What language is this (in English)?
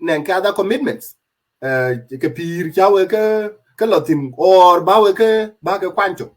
Dinka